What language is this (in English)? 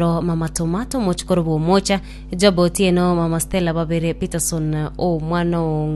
Gusii